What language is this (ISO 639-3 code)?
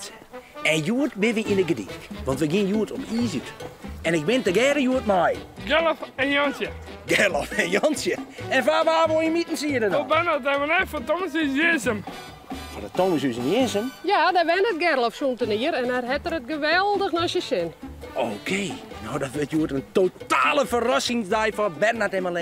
fry